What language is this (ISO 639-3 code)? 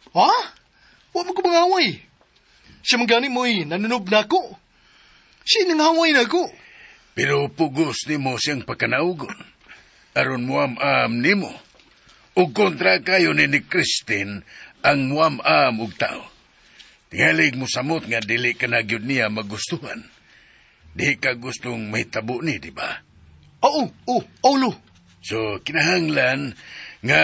ceb